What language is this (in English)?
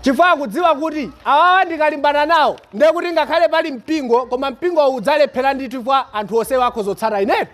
Nyanja